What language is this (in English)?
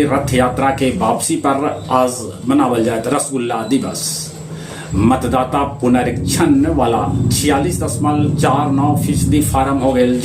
Magahi